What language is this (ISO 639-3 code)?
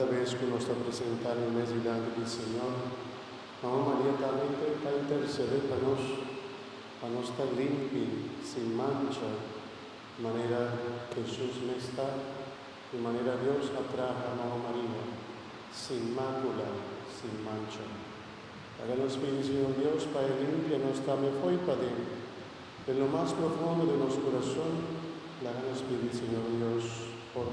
pap